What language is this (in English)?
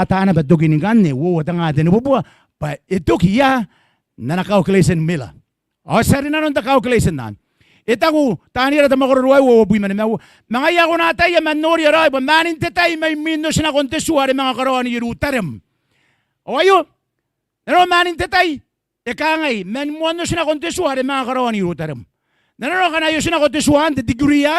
Gilbertese